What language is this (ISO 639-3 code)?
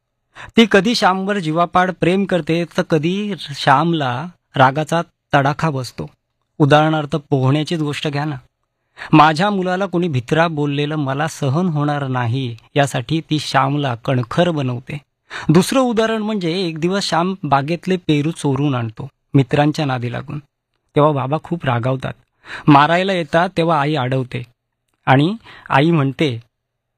mar